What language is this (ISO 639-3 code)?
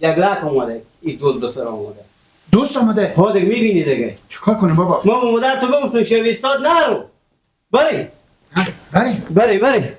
fas